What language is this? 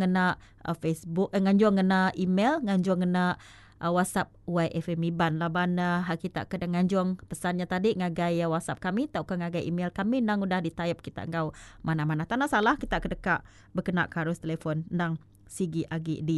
Iban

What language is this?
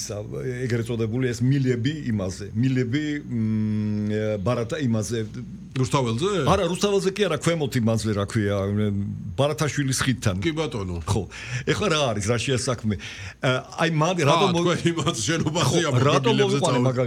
Georgian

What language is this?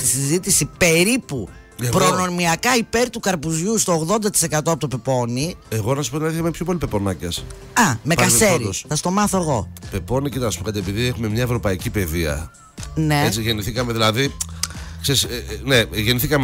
Greek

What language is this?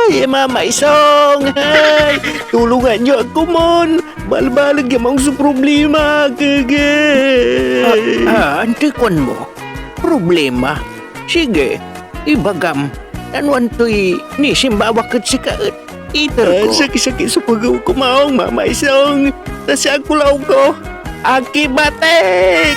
Pangasinan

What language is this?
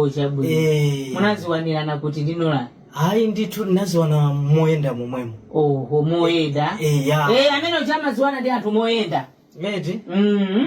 Nyanja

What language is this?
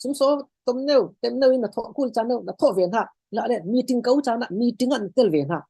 Falam Chin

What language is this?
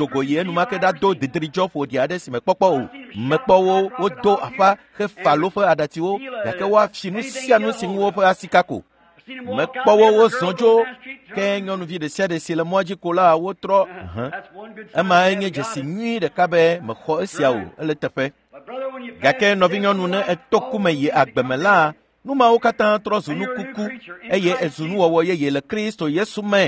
Ewe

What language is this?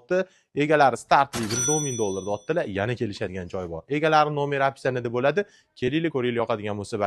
Uzbek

